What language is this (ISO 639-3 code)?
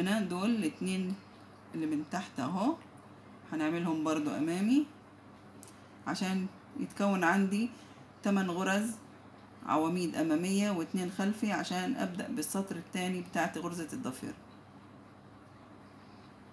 arz